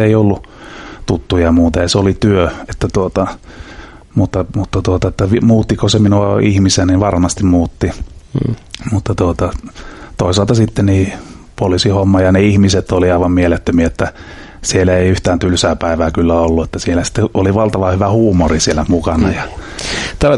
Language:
Finnish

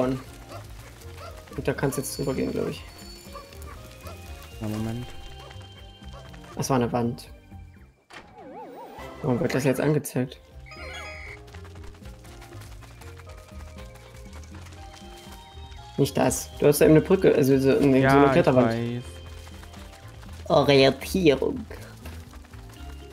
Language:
German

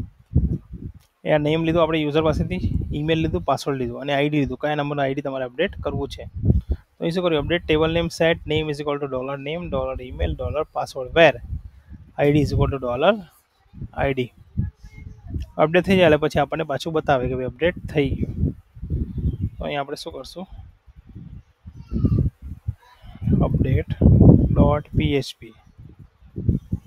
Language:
Gujarati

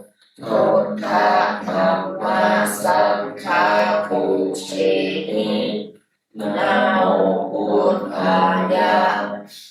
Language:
Pali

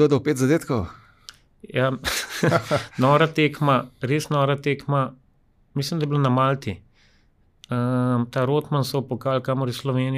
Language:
Slovenian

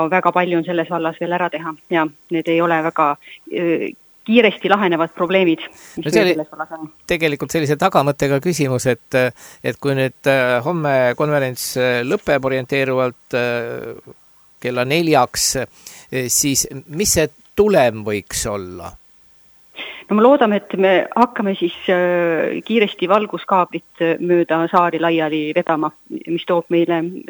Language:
Estonian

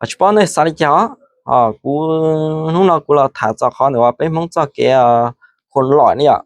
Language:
Hmong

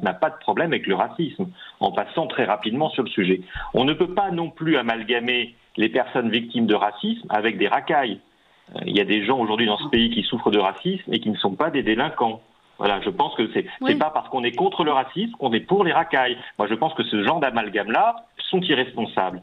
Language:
French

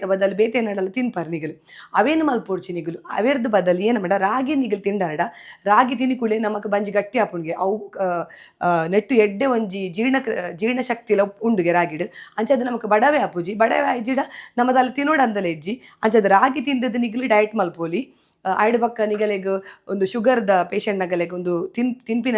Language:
Tulu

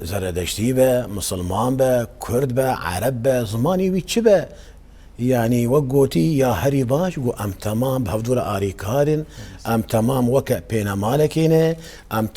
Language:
Kurdish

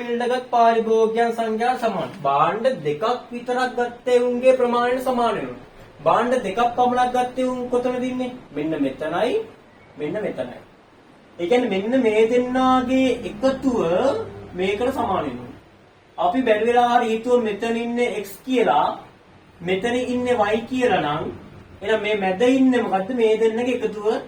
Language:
Sinhala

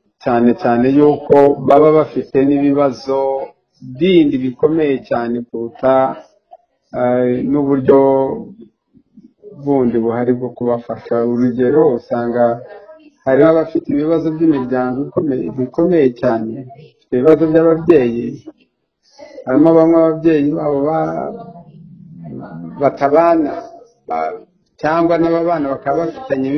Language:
Kinyarwanda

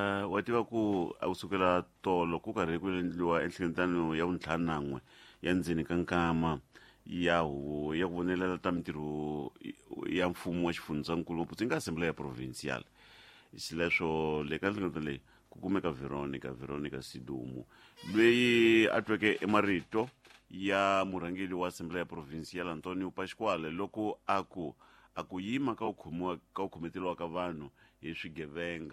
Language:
Tsonga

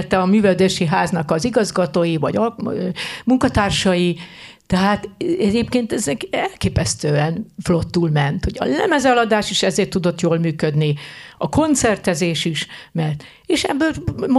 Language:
Hungarian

